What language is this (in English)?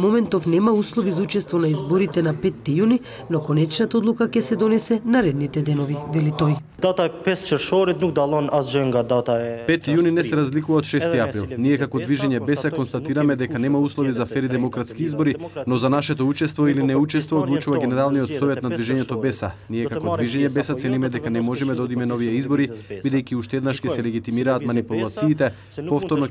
Macedonian